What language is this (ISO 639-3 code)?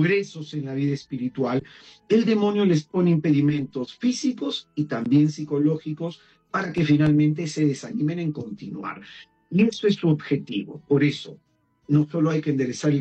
spa